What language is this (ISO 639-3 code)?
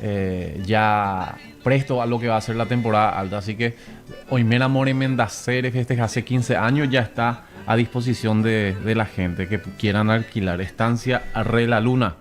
grn